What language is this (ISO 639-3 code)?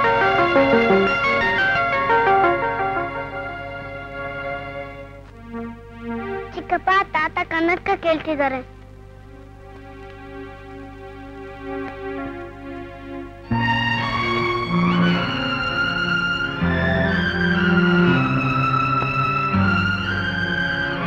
kan